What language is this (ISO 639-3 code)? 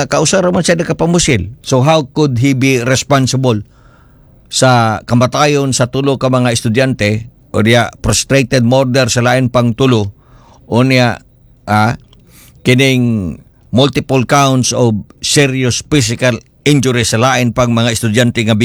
ceb